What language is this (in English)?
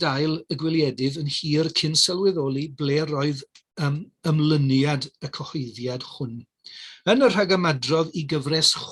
Welsh